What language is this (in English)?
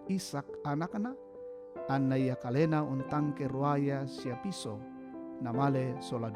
Toraja-Sa'dan